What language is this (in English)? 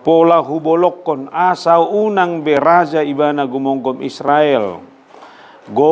Batak Toba